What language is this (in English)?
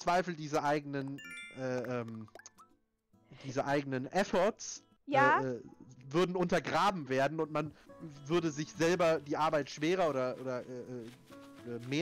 German